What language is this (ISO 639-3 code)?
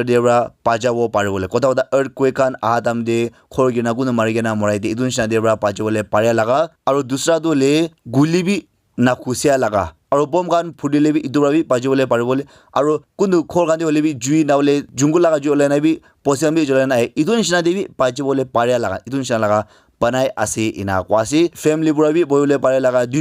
nag